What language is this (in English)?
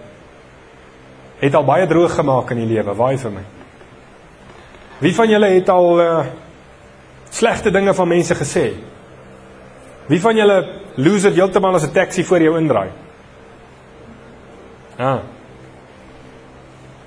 Afrikaans